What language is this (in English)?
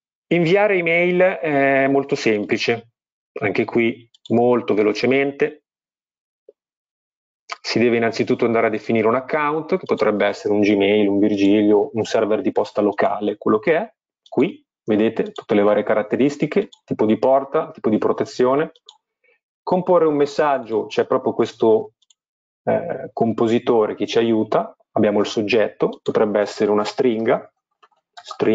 Italian